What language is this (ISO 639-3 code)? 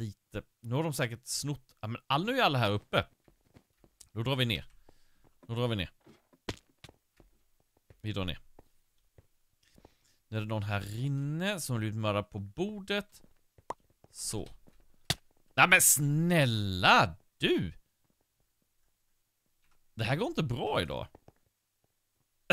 swe